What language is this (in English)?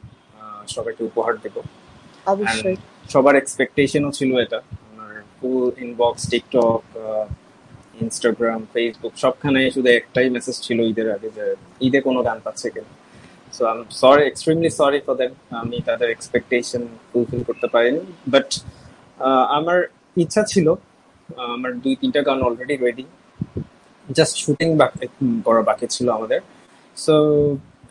Bangla